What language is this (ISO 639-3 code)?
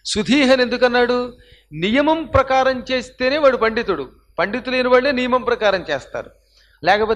tel